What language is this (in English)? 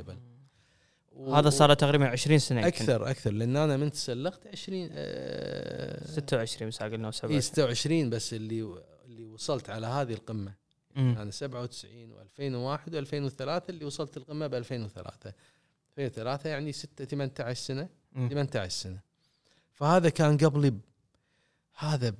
Gulf Arabic